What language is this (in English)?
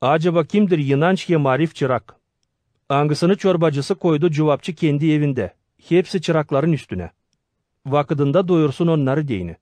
Gagauz